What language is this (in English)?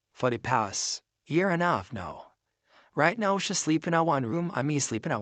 Jamaican Creole English